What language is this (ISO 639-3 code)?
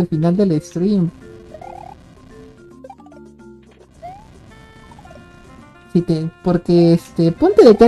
spa